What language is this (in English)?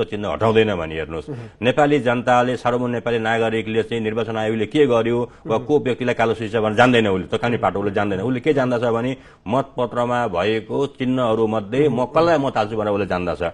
Nepali